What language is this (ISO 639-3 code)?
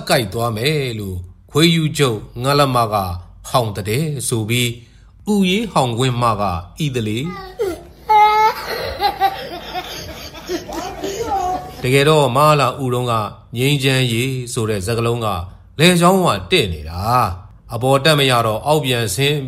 mya